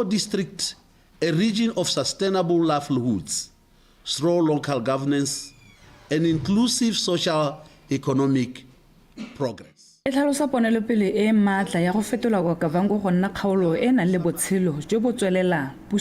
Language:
Tswana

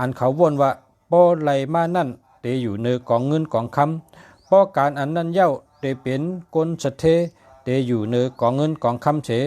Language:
Shan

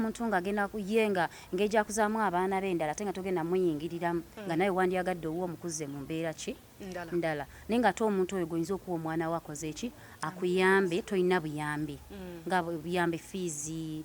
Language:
Ganda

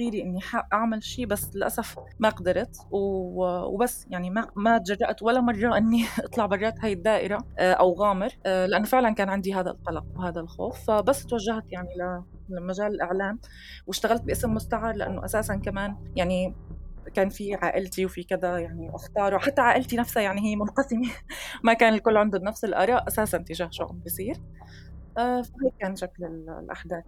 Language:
North Levantine Arabic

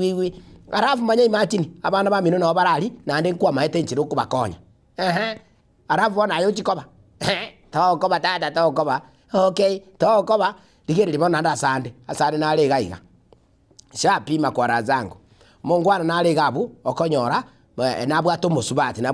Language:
Gusii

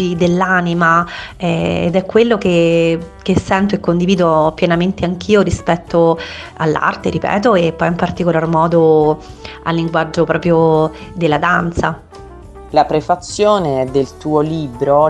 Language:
Italian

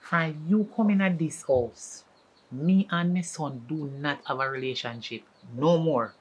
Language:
Jamaican Creole English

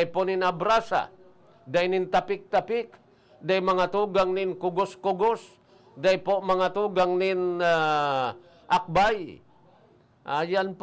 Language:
Bikol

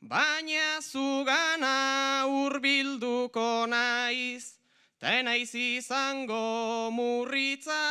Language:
Basque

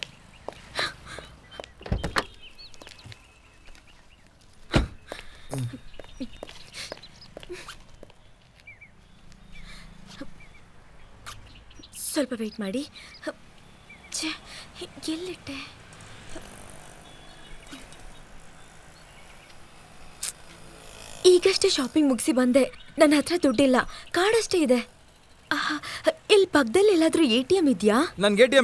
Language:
Kannada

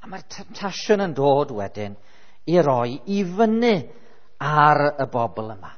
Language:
Welsh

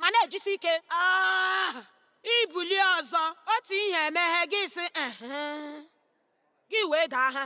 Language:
Igbo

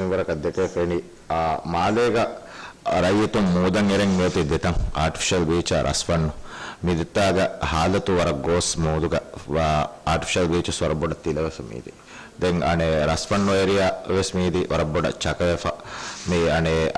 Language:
Divehi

